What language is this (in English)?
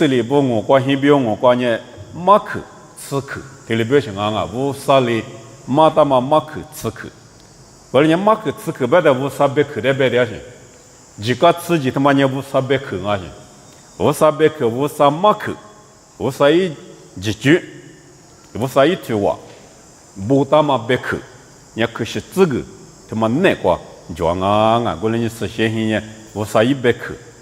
Lisu